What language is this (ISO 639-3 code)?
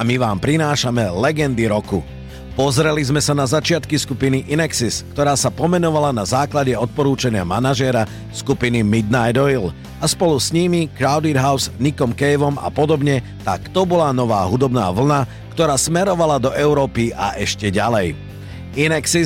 slk